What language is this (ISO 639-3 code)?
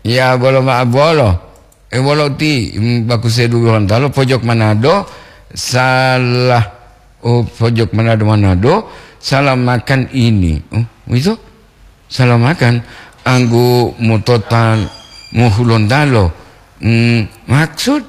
gor